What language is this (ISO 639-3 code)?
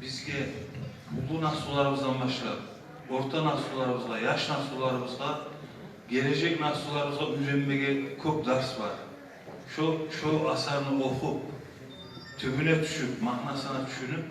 kum